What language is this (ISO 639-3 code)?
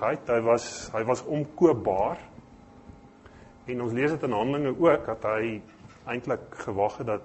afr